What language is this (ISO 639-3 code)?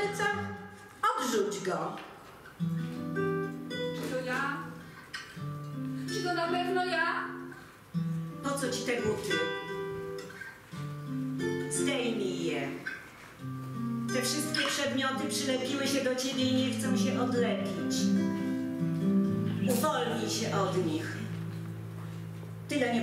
pol